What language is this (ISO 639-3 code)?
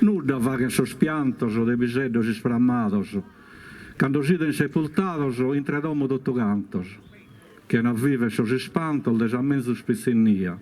srd